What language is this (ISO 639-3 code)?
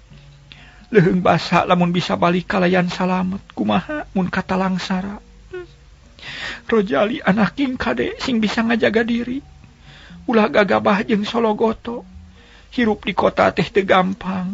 sun